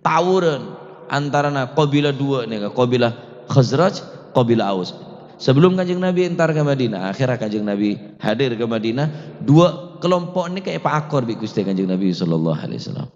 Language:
Madurese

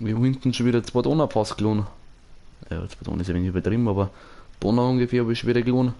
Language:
Bavarian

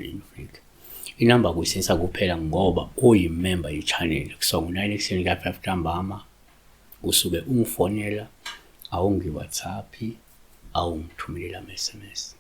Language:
Zulu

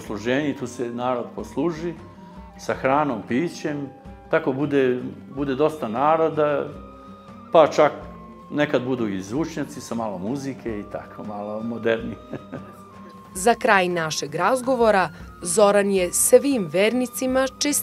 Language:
Serbian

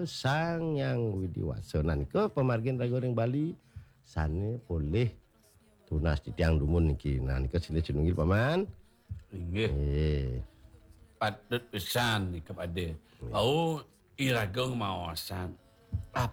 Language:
Balinese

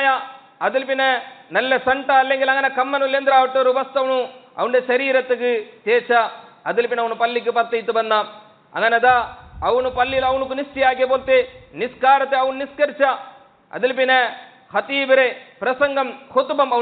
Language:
Malayalam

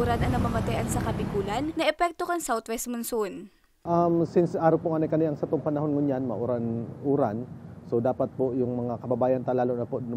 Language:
Bikol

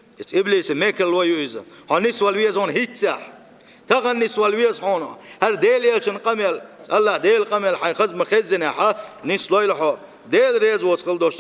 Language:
Chechen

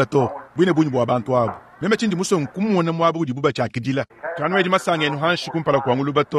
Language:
Luba-Lulua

